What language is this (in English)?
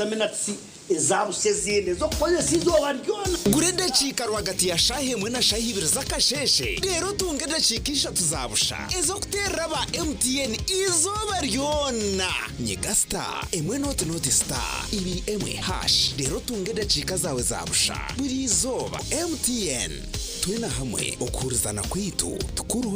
Nyankole